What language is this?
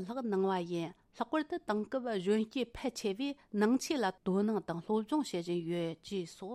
Tibetan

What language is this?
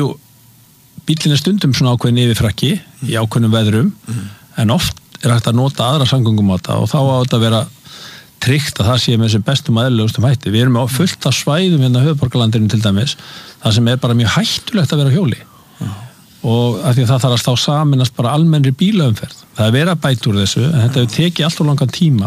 Icelandic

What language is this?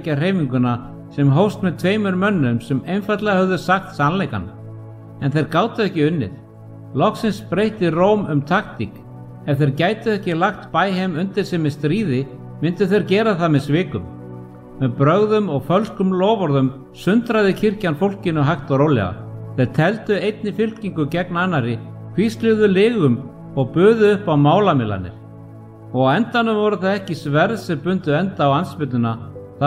Icelandic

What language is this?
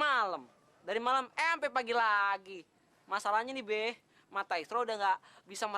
Betawi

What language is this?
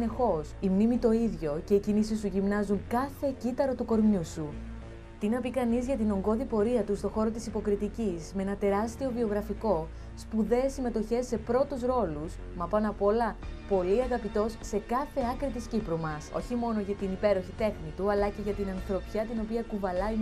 Greek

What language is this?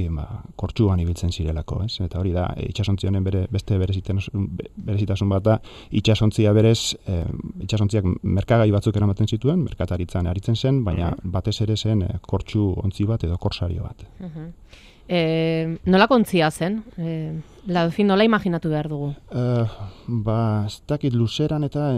Basque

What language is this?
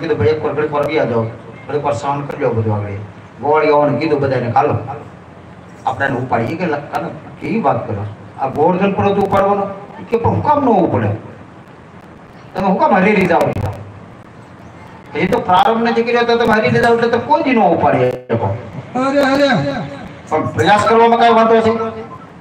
Gujarati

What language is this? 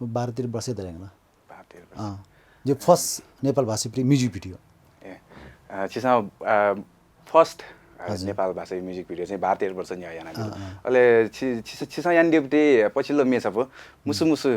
Newari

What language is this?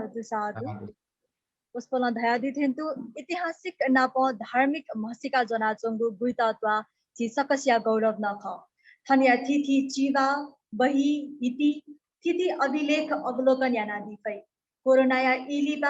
Newari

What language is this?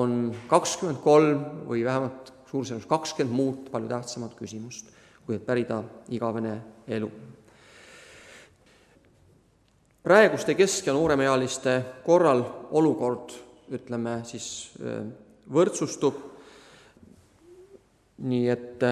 Estonian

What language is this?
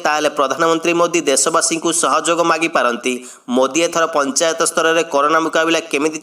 Odia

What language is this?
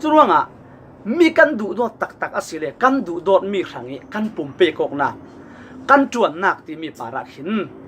Falam Chin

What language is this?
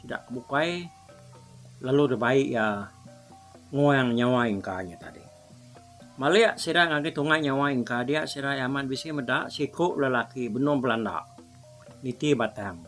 Iban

